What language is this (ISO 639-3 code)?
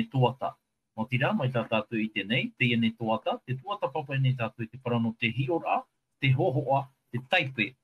tah